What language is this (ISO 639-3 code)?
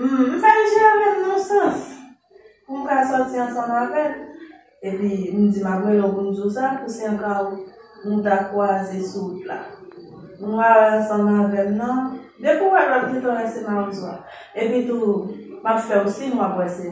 hat